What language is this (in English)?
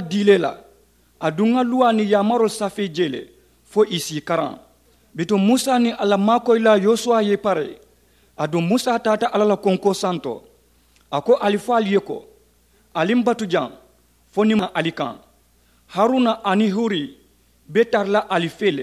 Mandingo